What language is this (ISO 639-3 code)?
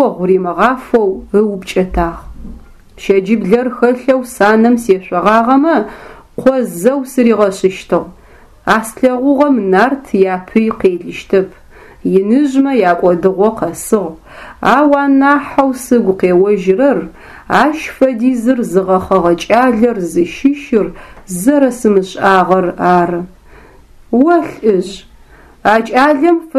ady